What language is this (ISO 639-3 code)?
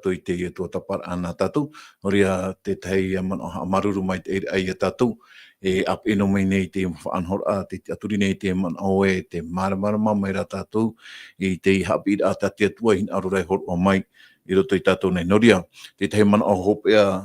tah